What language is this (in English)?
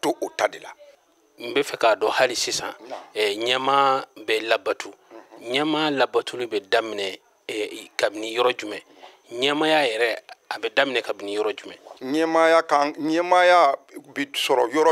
Bambara